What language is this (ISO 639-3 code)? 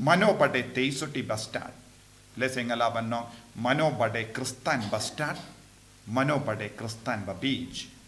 kha